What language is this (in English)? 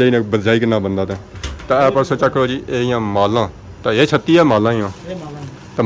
Pahari-Potwari